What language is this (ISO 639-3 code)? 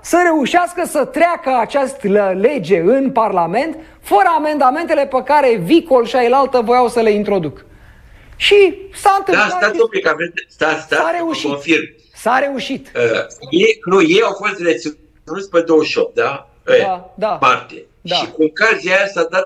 ron